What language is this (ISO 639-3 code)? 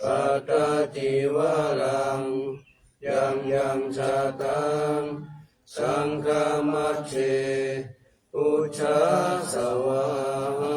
pli